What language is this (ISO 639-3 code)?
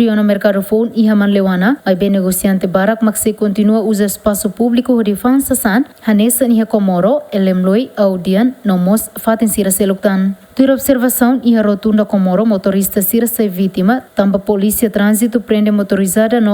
tet